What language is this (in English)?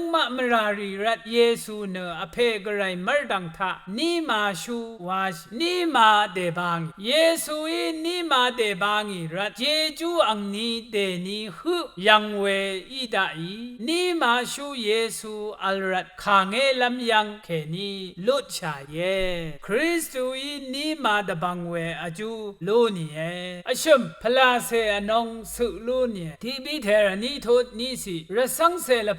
Rawang